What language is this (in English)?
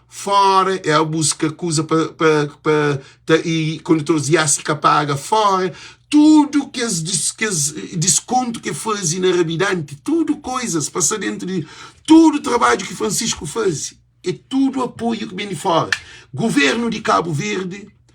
Kabuverdianu